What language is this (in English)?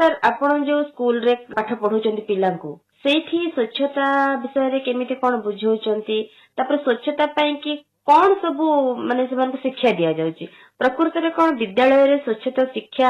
Odia